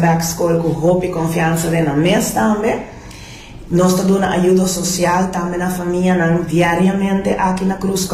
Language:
Papiamento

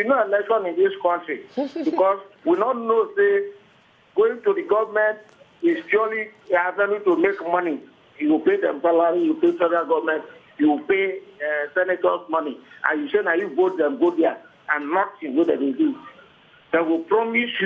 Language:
Nigerian Pidgin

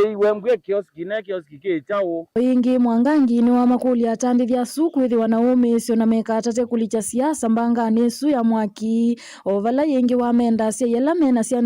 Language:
Kamba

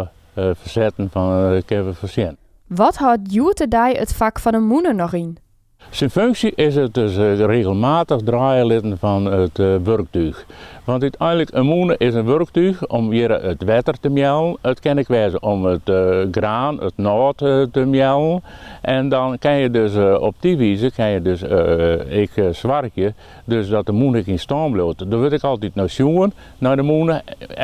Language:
Western Frisian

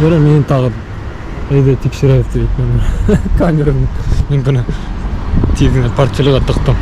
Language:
Bashkir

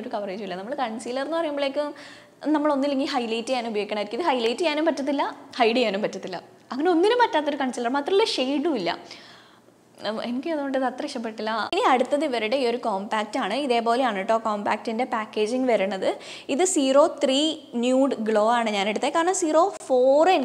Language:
Malayalam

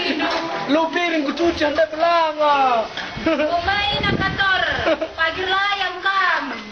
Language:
Batak Karo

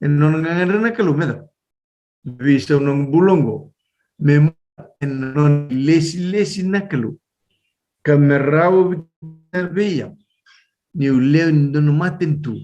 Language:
Fijian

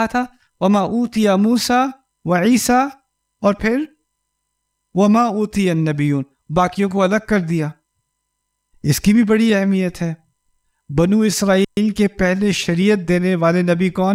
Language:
Urdu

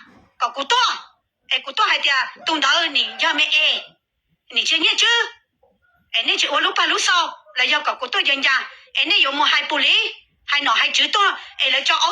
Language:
Hmong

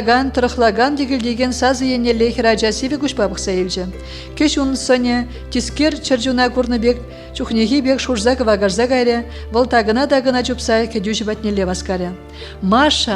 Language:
Chuvash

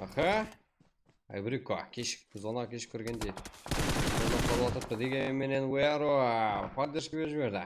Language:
Kara-Kalpak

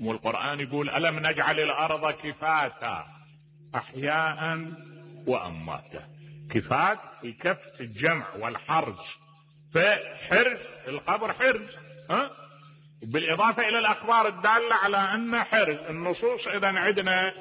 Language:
Mesopotamian Arabic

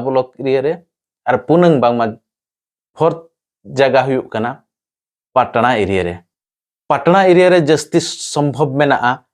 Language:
Santali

